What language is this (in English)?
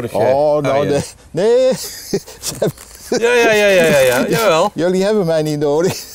Dutch